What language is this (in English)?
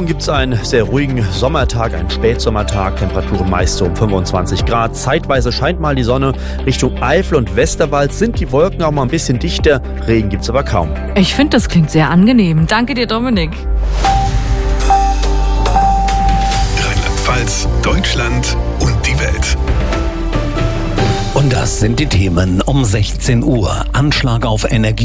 German